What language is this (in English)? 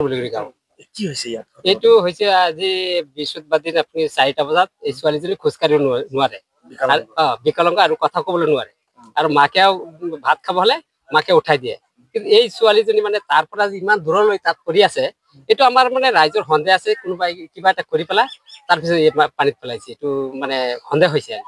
Assamese